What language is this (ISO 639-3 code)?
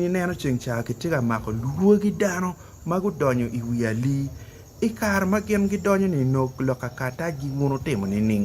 ach